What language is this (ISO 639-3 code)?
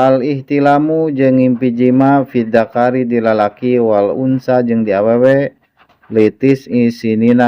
sun